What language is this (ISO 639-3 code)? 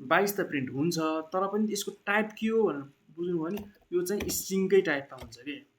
nep